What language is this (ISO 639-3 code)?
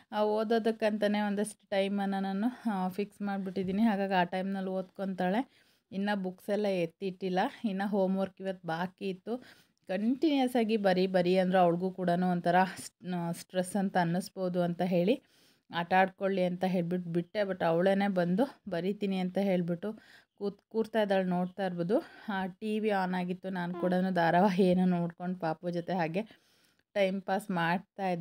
kan